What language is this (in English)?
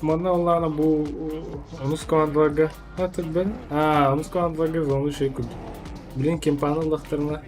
Yakut